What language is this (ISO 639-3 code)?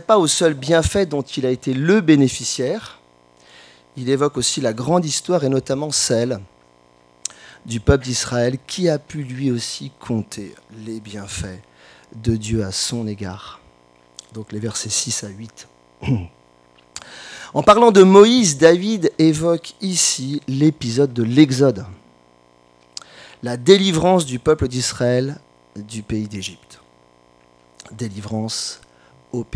fra